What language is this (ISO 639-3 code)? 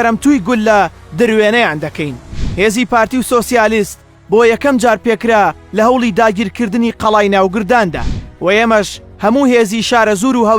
ckb